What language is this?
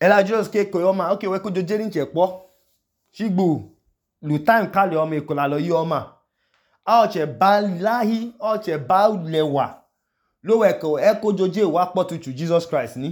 Idoma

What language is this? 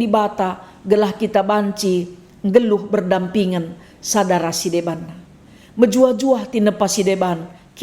Batak Karo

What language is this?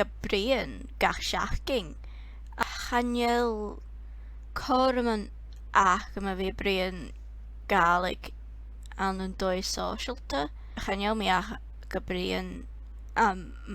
Scottish Gaelic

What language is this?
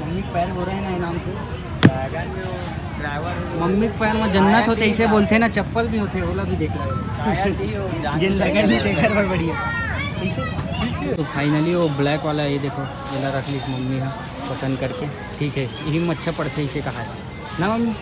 Chhattisgarhi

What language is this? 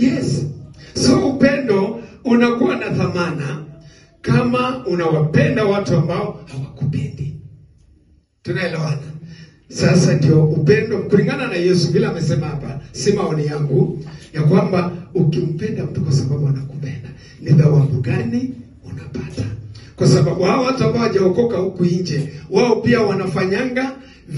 Swahili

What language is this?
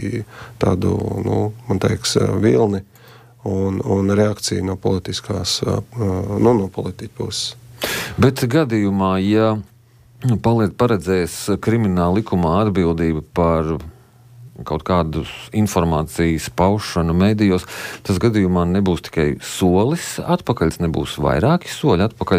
Latvian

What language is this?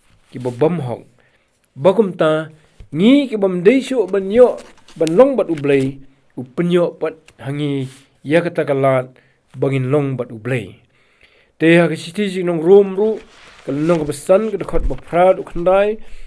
Khasi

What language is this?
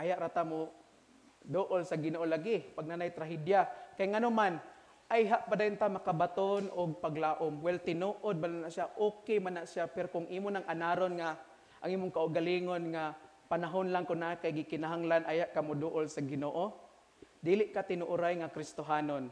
Cebuano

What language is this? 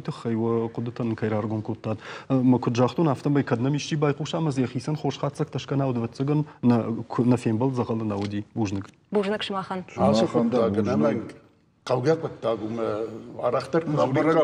Ossetic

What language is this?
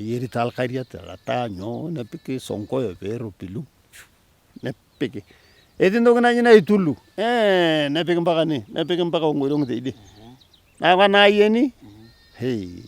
Masai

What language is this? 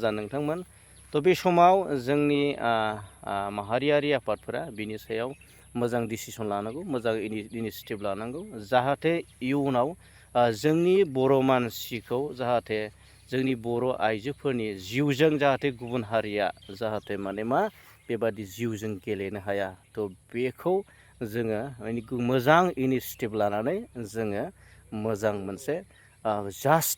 Bodo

